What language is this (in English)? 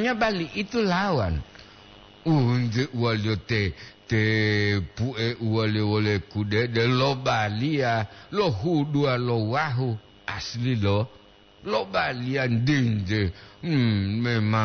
Gorontalo